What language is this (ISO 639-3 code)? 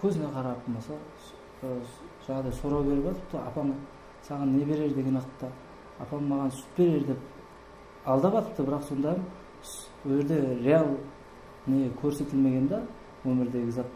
kaa